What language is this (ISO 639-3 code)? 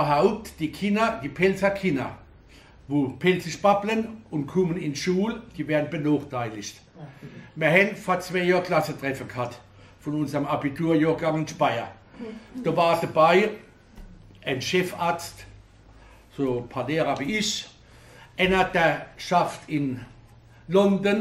pfl